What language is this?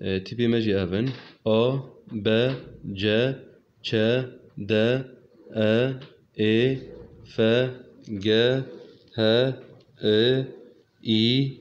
Kurdish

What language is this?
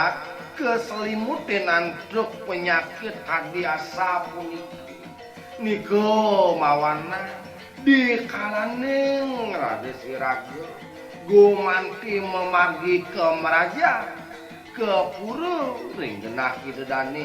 Balinese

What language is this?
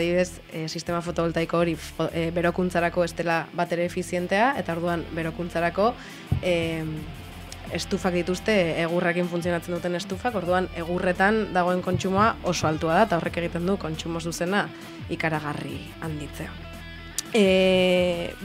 Basque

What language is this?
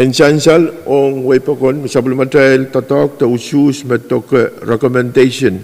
Pohnpeian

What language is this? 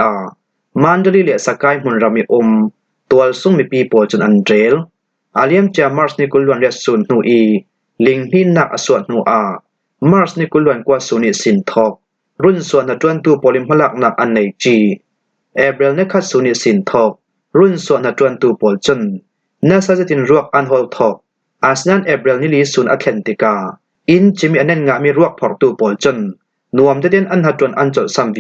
Falam Chin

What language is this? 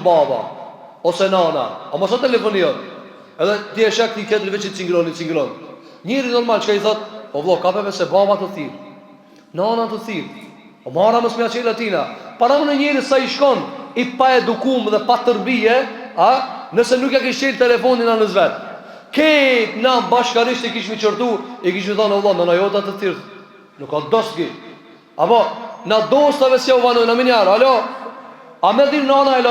Albanian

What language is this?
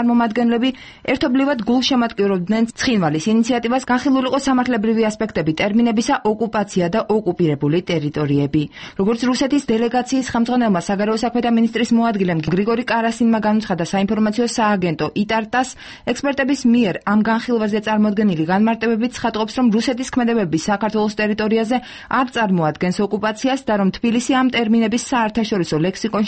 Georgian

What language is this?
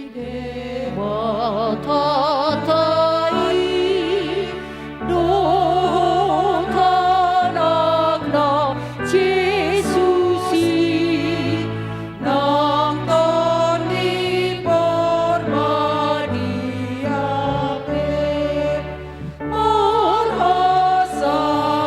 Batak Toba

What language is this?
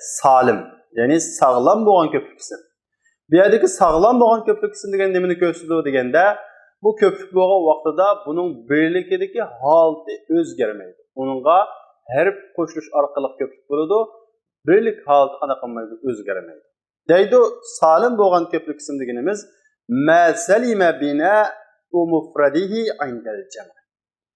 Uyghur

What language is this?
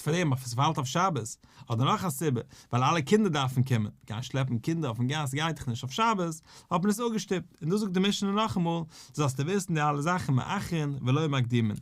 Yiddish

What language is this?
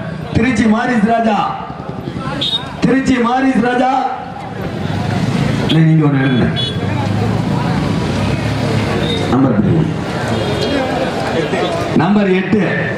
Tamil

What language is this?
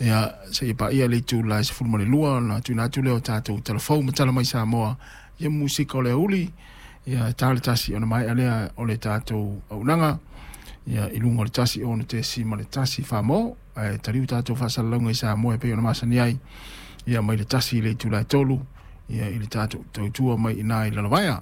Samoan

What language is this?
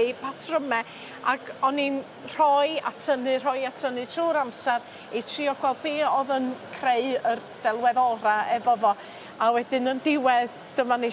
Welsh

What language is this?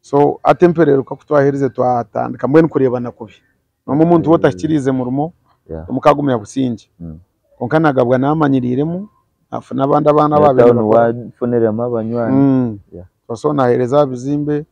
Nyankole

